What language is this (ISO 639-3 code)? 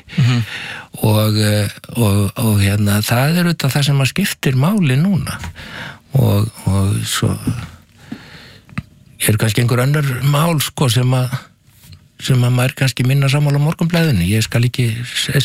isl